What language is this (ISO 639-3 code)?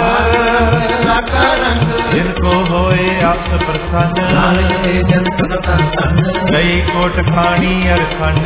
pan